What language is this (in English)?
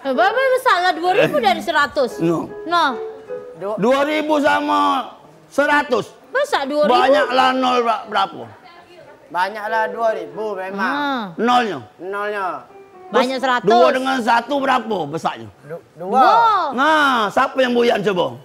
Musi